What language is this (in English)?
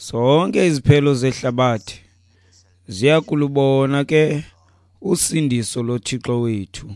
Xhosa